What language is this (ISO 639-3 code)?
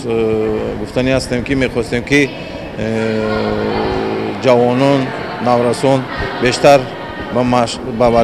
tgk